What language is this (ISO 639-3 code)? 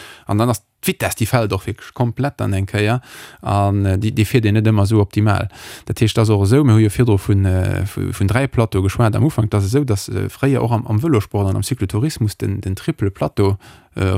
ltz